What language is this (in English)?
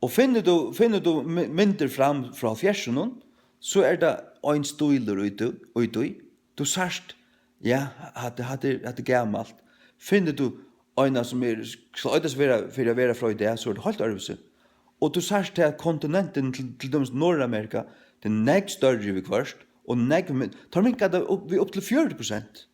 Faroese